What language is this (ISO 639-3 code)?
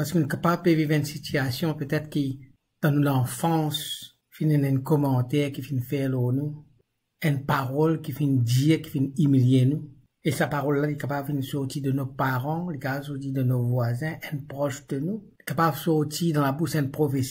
mfe